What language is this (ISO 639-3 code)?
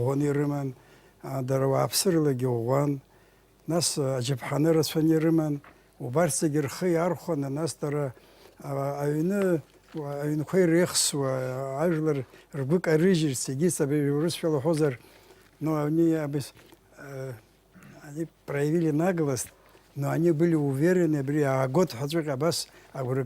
abk